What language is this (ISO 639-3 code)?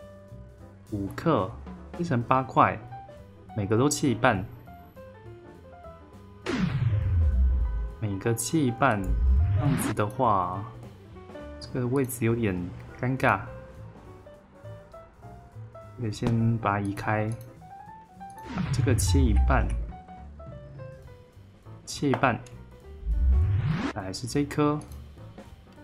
zho